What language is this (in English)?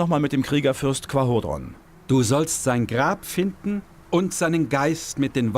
Bavarian